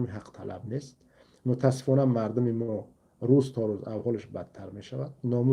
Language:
Tajik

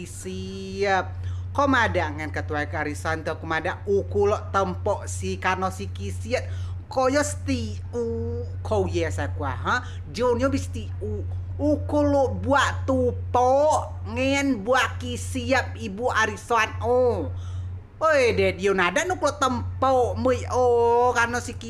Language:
Rejang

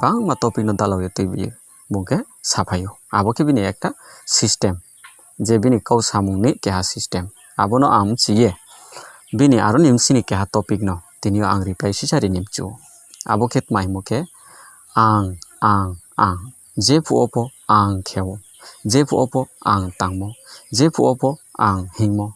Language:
Riang (India)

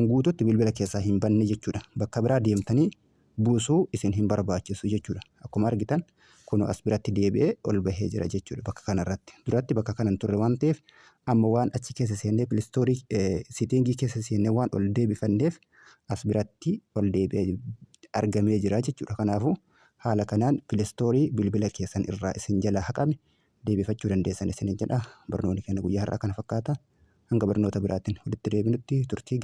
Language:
Oromo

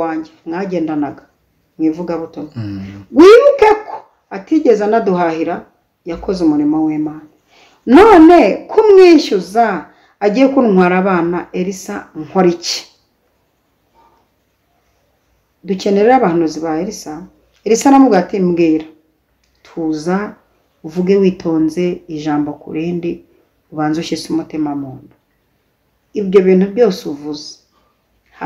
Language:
Kinyarwanda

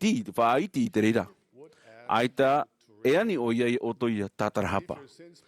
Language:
Tahitian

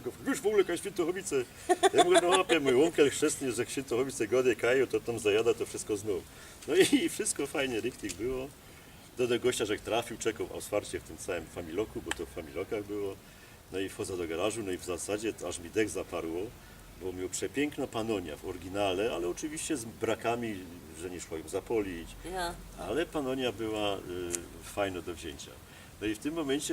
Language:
Silesian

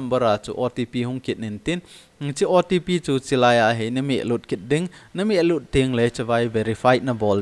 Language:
Thado Chin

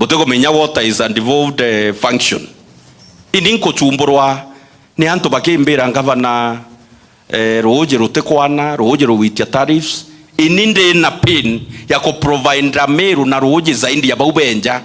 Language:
Meru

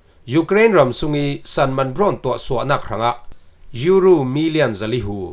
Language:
Falam Chin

